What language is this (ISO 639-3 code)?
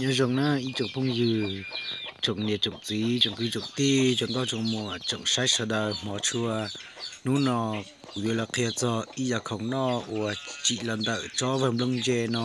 hmn